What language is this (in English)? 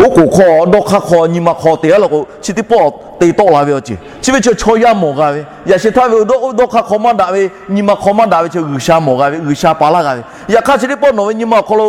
Lahu